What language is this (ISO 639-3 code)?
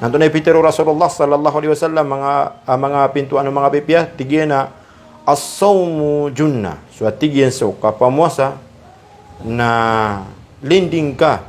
mrw